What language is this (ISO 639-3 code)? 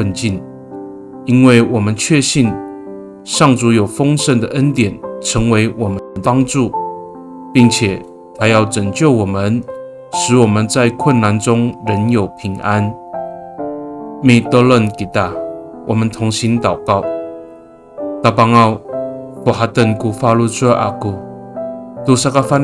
ami